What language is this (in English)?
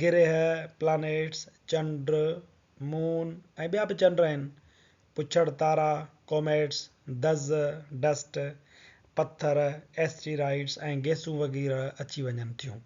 Sindhi